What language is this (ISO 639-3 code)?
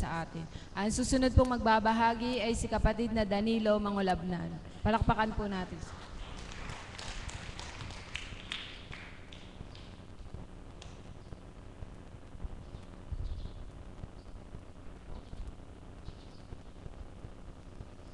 fil